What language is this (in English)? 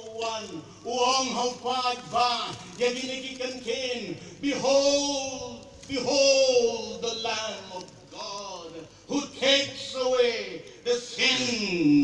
Khasi